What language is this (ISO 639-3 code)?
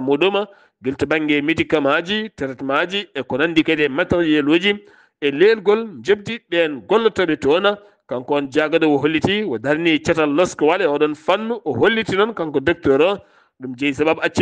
ful